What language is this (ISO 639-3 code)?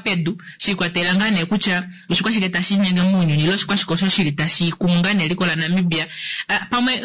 kua